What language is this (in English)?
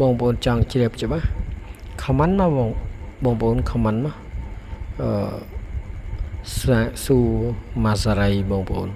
Khmer